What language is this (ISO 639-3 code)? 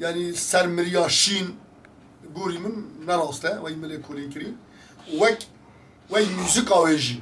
kur